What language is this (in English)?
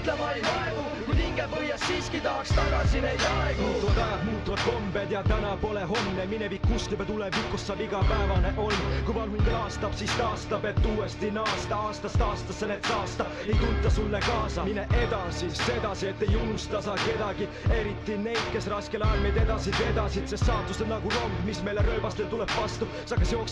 Estonian